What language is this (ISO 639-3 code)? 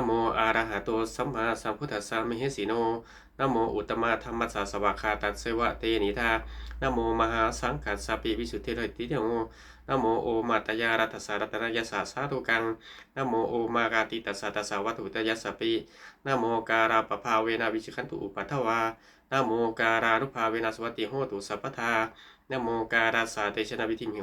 pli